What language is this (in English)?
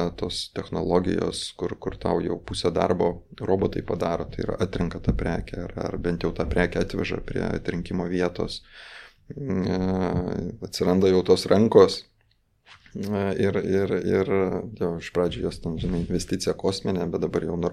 Lithuanian